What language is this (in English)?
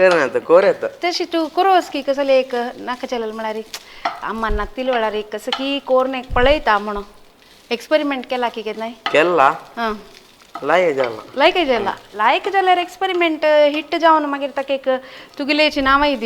Konkani